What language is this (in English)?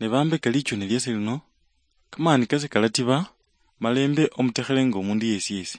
Luyia